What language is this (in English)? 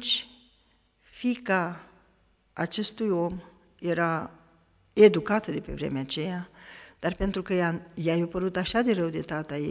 Romanian